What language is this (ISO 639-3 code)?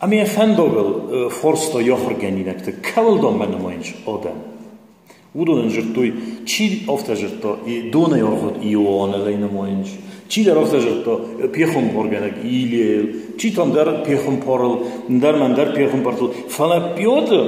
oss